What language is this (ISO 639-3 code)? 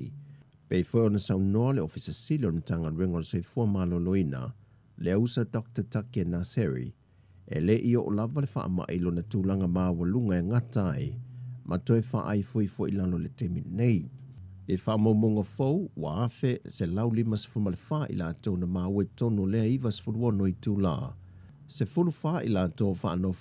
smo